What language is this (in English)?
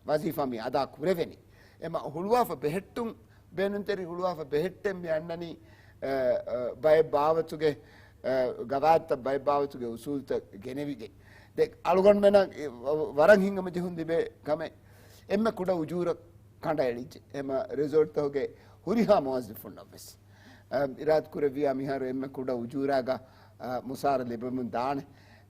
Divehi